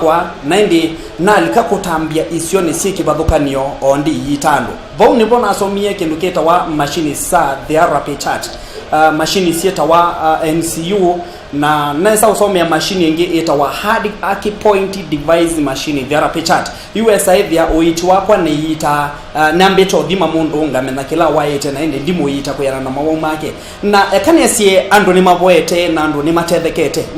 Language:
Kamba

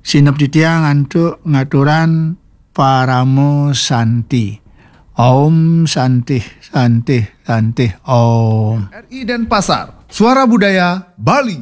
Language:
Balinese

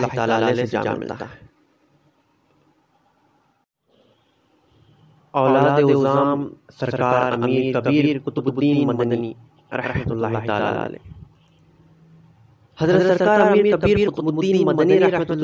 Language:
Urdu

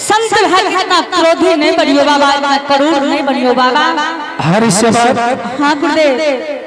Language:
Angika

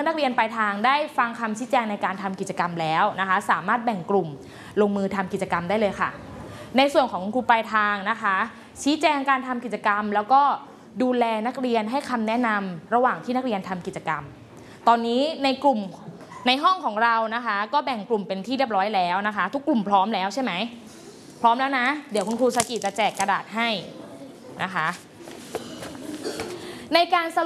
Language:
Thai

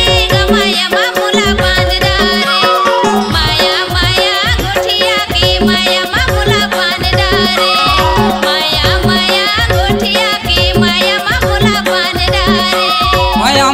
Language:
Chhattisgarhi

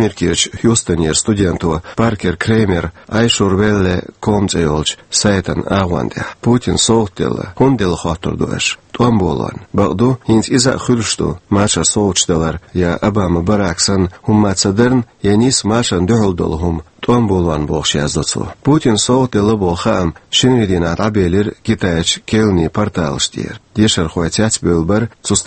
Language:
Chechen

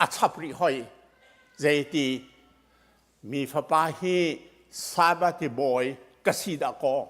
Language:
Hakha Chin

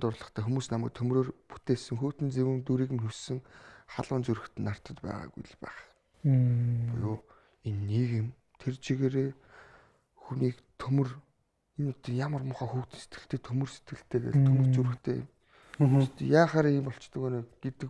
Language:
Mongolian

